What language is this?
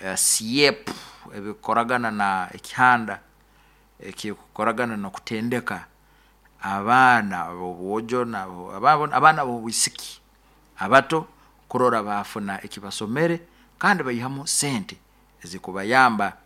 Nyoro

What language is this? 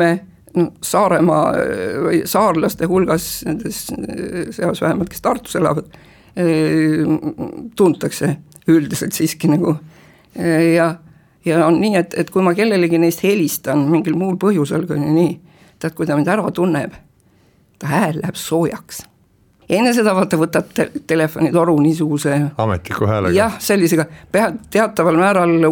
Estonian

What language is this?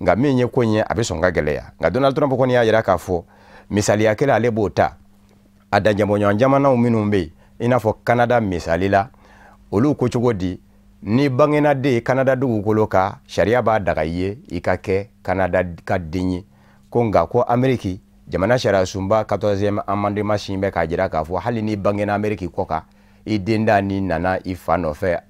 Bambara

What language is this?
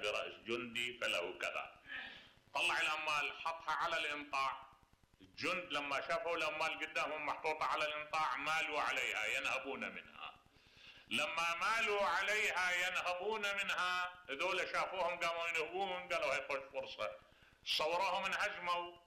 Mesopotamian Arabic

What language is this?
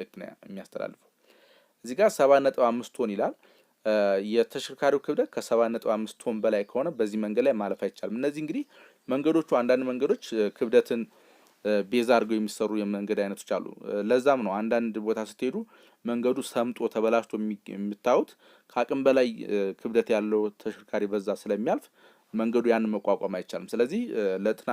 Amharic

